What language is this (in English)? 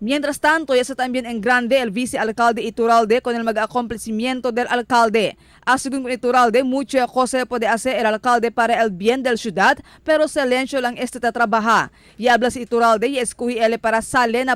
Chavacano